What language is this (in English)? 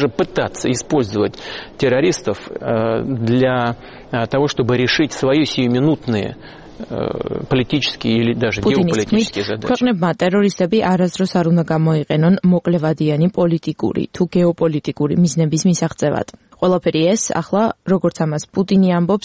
Georgian